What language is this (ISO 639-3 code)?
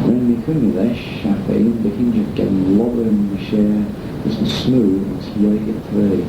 glv